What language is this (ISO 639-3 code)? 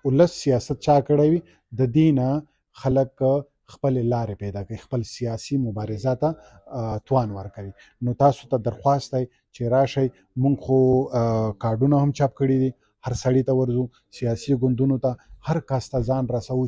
pus